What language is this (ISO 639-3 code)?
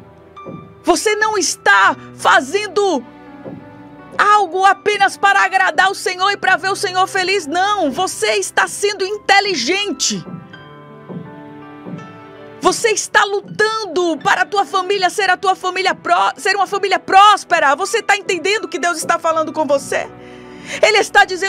por